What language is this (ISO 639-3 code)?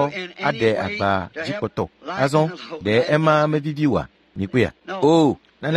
ewe